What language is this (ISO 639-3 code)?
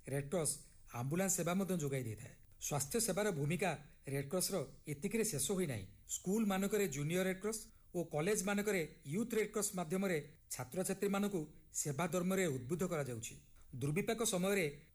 ori